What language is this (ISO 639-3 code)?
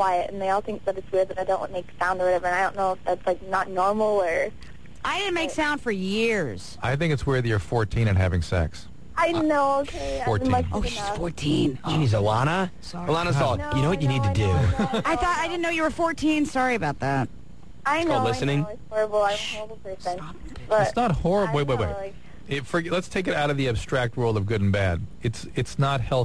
eng